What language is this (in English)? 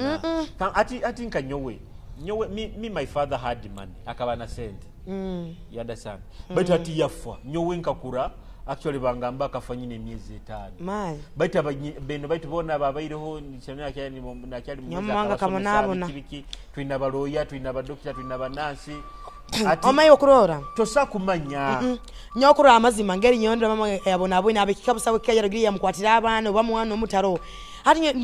Nyoro